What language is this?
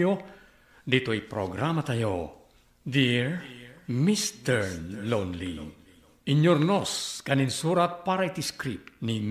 Iloko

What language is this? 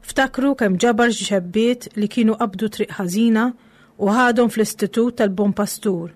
Maltese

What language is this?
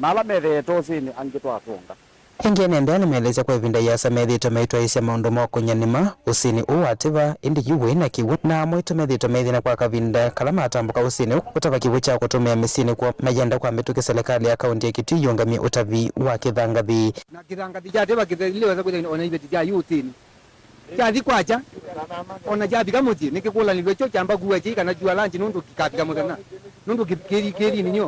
Kamba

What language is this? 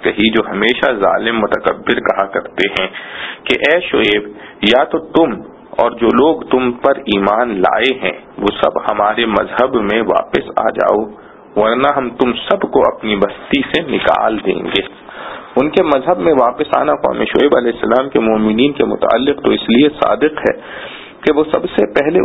Urdu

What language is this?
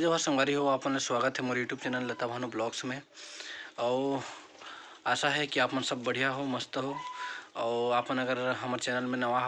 Chhattisgarhi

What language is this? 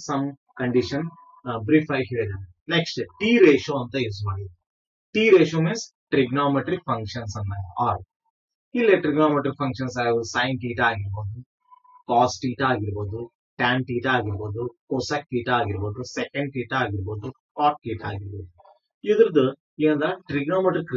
Kannada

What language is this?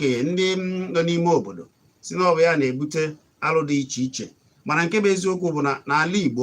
Igbo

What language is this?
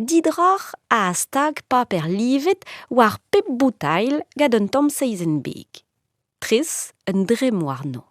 Breton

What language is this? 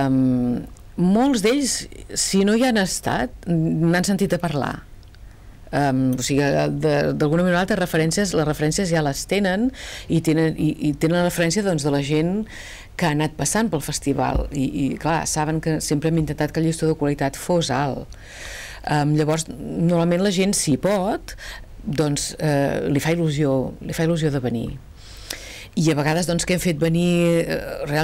Catalan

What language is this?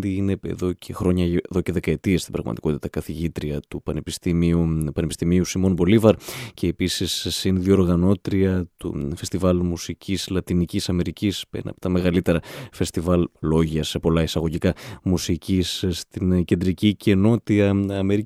Greek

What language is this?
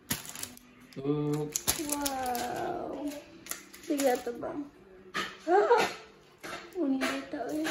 Filipino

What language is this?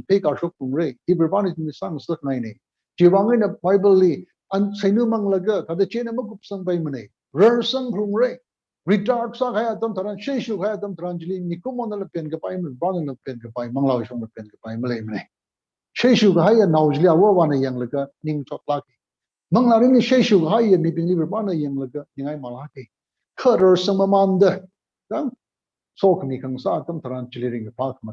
Tangkhul Naga (India)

